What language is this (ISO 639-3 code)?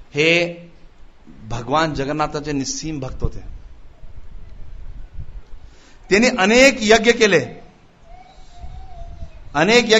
mar